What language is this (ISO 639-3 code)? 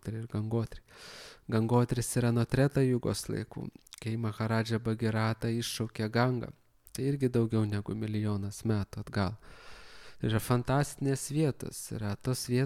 lit